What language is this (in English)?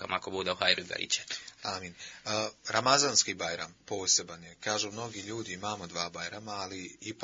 Bosnian